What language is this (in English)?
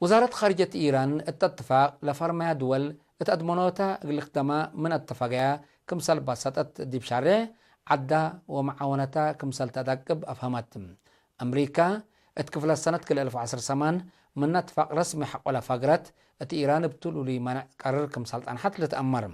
Tigre